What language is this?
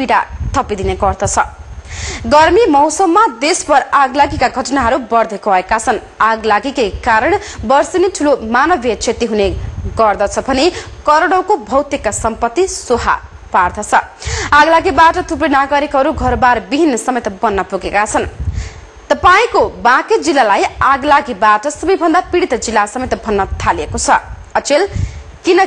Nepali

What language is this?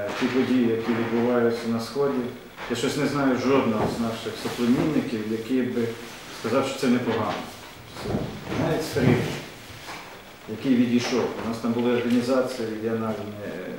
Ukrainian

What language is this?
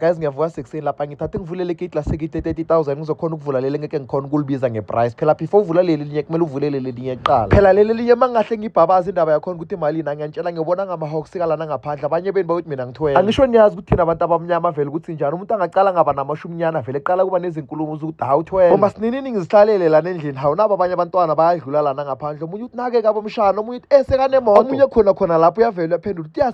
Zulu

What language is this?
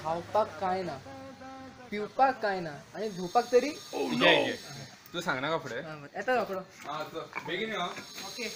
Konkani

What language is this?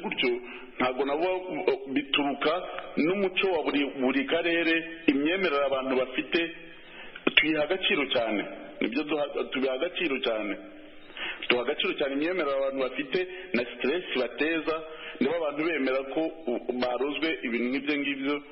Kinyarwanda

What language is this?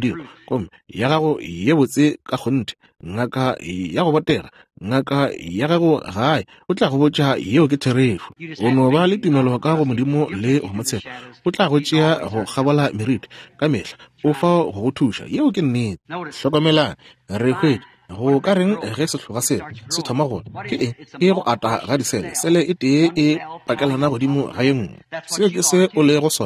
Northern Sotho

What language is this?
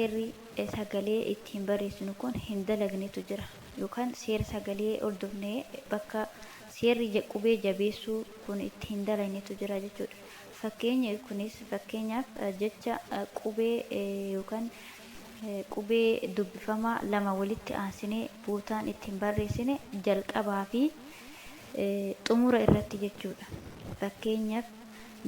Oromo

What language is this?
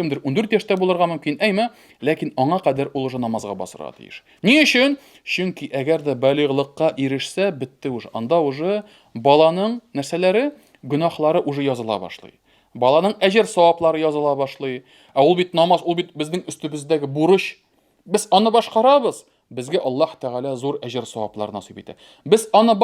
Tatar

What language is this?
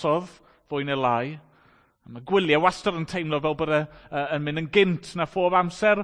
Welsh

